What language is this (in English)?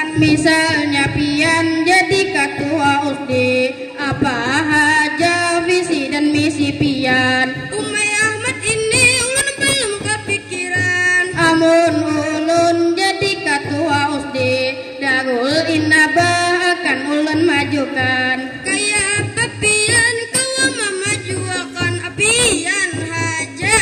Banjar